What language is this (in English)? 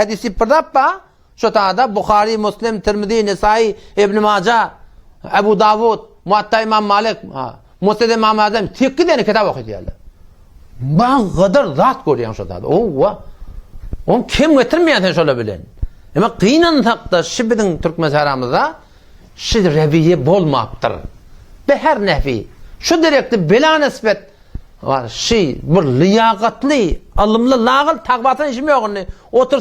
Turkmen